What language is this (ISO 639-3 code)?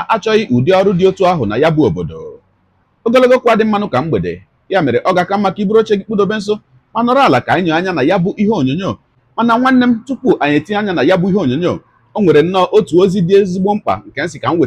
ibo